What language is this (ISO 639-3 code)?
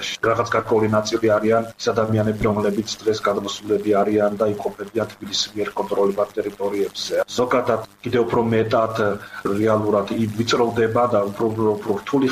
kat